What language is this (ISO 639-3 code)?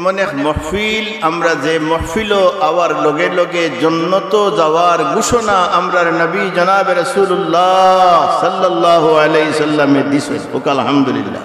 syl